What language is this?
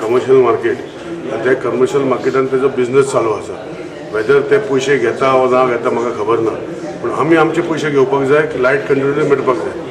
Konkani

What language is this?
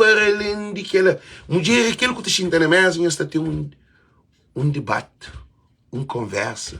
Kabuverdianu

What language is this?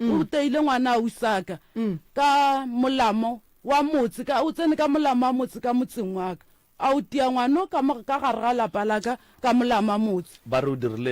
Northern Sotho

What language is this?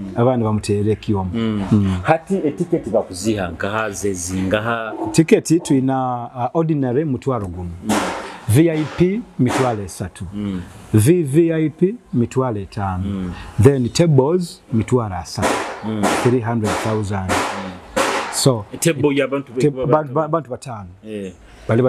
Nyoro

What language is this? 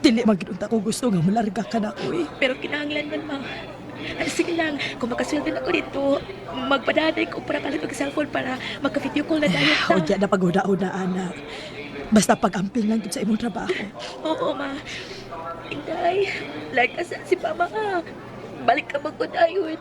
Cebuano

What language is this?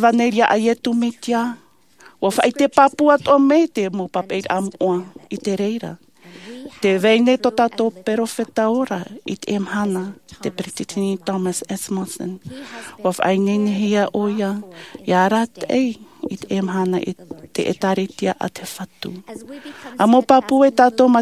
Tahitian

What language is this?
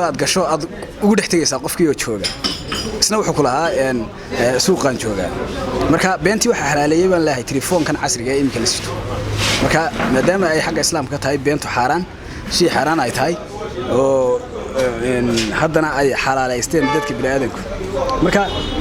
Somali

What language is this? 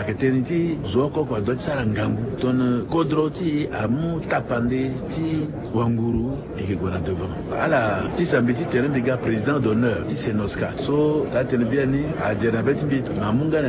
Sango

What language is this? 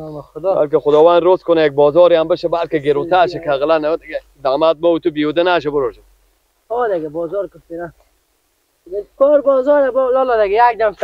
Persian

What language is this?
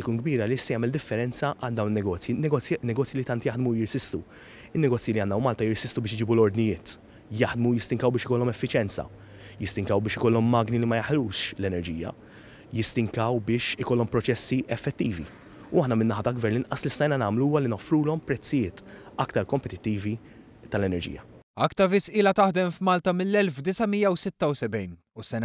Maltese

